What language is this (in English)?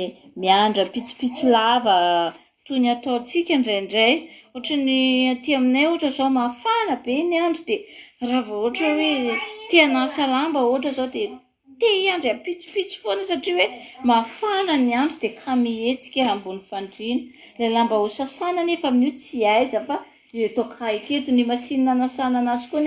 Malagasy